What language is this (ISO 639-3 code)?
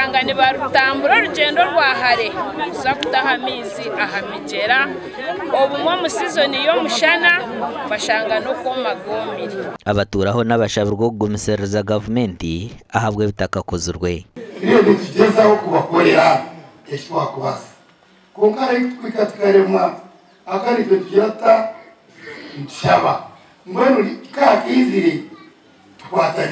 nyn